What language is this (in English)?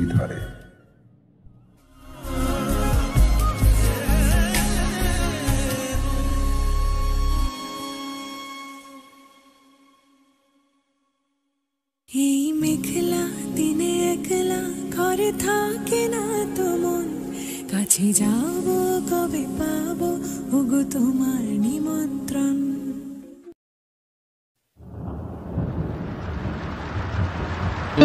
Bangla